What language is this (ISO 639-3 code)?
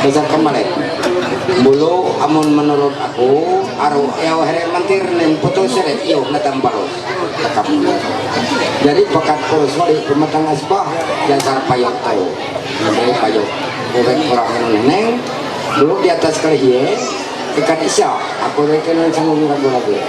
mhy